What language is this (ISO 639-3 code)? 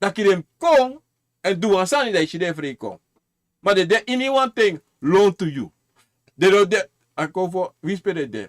srn